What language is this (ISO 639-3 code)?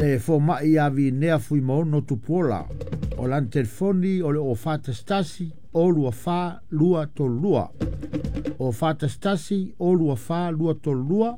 smo